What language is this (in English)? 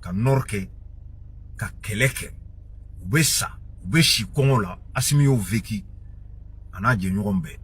Bambara